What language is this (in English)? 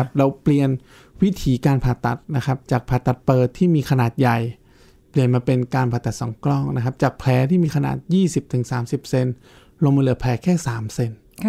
Thai